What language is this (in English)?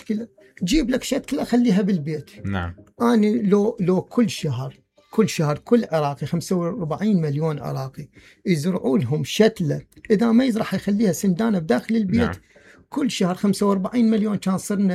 Mesopotamian Arabic